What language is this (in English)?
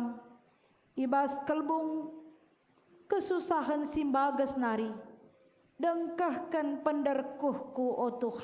Batak Karo